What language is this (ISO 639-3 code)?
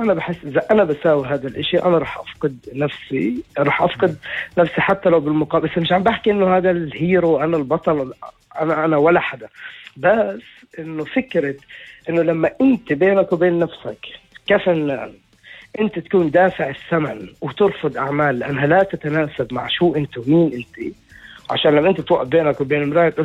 apc